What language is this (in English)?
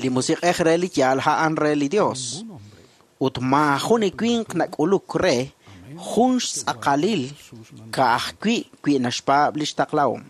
Kekchí